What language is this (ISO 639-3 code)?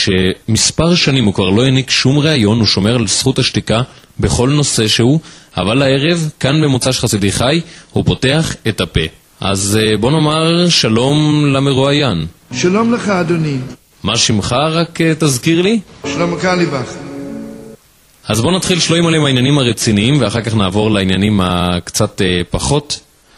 heb